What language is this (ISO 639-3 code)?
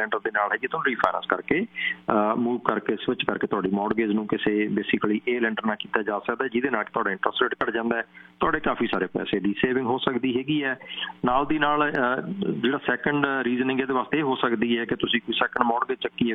pan